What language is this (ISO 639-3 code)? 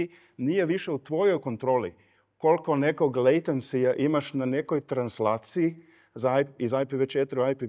srp